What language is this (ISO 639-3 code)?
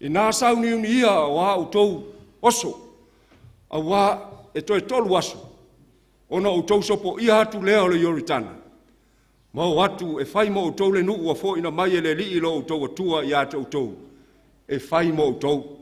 smo